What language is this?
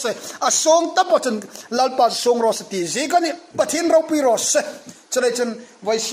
Hmar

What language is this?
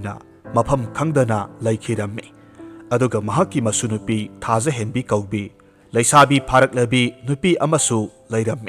Manipuri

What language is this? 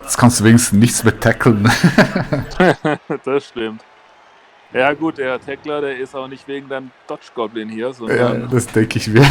Swiss German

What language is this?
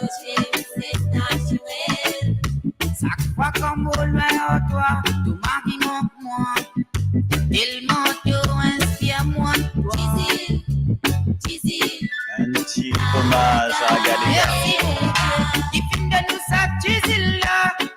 Morisyen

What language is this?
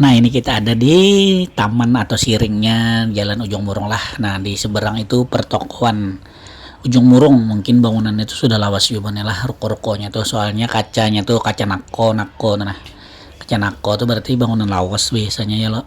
Banjar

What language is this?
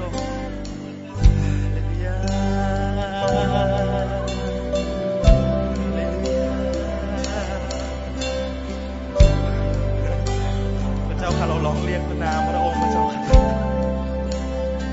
Thai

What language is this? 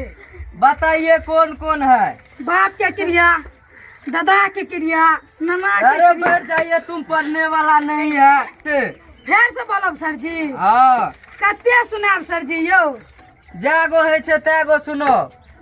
Maithili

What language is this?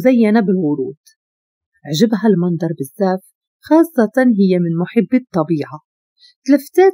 Moroccan Arabic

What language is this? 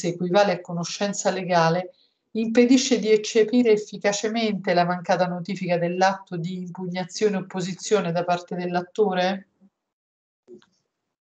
Italian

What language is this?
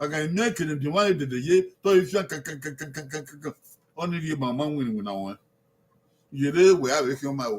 Bini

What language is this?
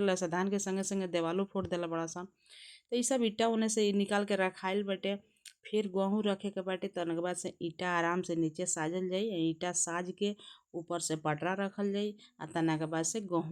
Bhojpuri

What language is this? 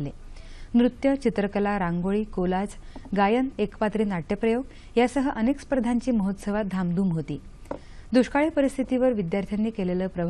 Marathi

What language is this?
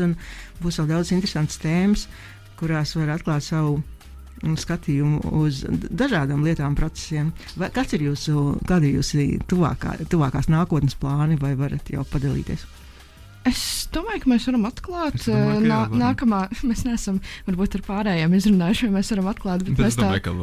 Latvian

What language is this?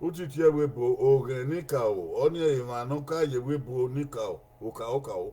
Bini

